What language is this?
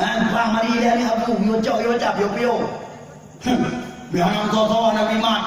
Achinese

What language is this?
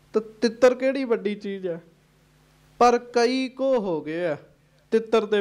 Punjabi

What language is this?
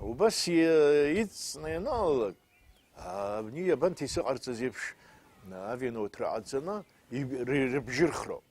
Abkhazian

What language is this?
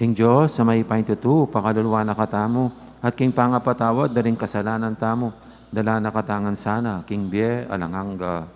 Pampanga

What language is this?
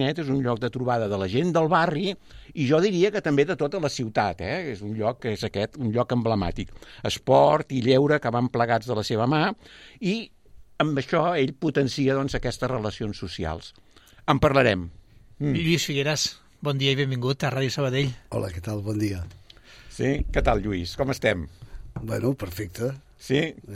Catalan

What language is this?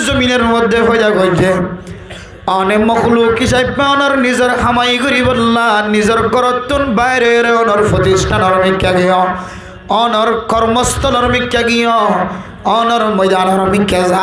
Rohingya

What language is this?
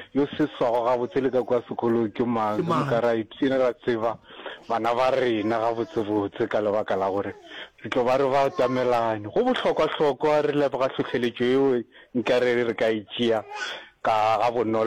Northern Sotho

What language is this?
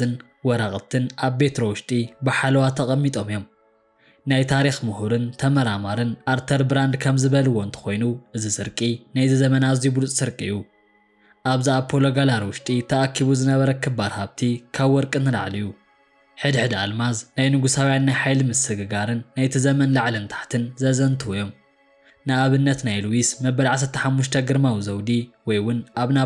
Tigrinya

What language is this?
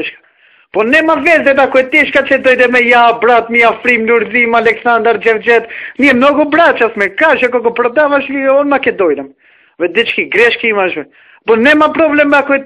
Macedonian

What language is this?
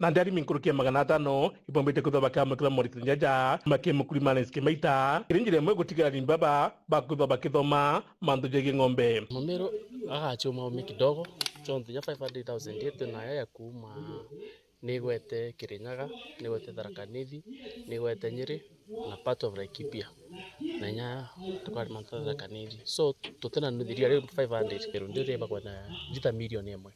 Meru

